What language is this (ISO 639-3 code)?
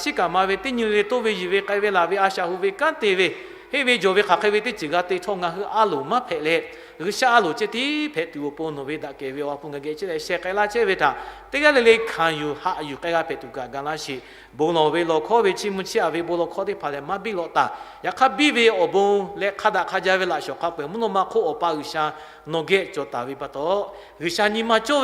lhu